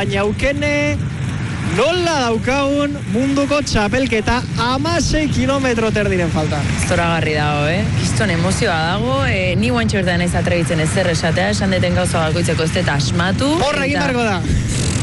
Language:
Basque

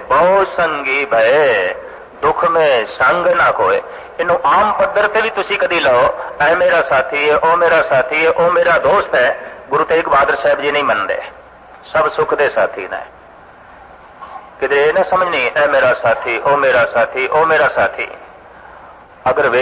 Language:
Punjabi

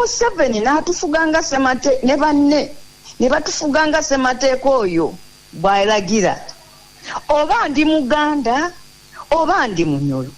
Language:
Ganda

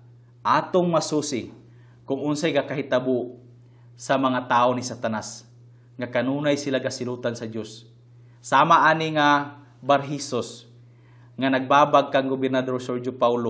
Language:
Cebuano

